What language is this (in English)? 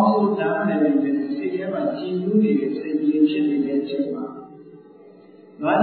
Burmese